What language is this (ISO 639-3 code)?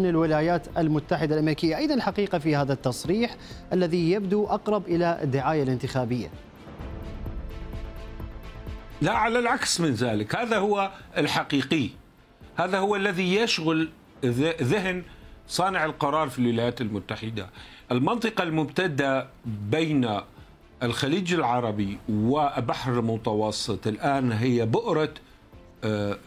ara